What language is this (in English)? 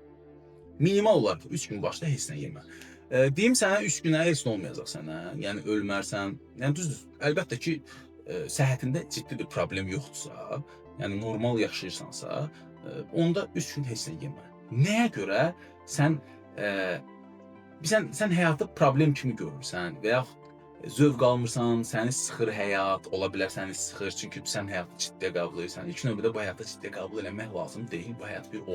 Azerbaijani